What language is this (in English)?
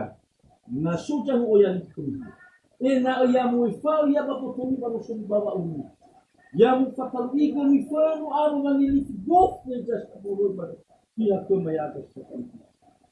Nias